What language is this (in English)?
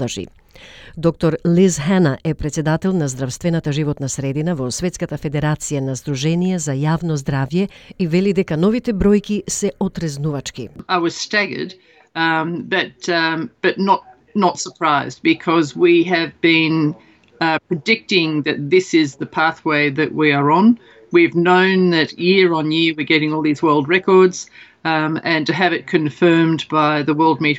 Macedonian